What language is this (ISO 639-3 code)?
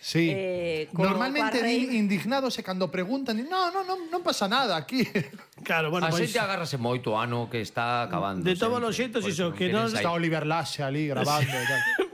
glg